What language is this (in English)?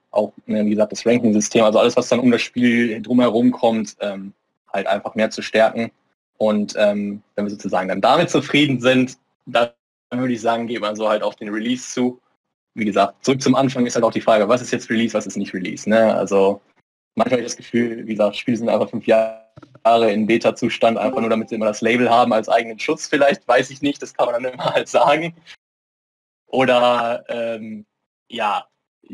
German